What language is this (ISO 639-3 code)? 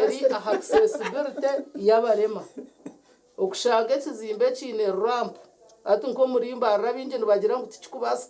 nyn